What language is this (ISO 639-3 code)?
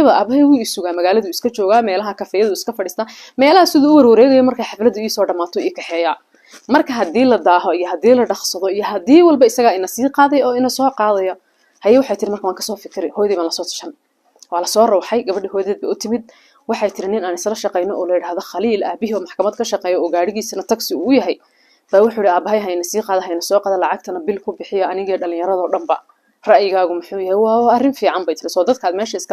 som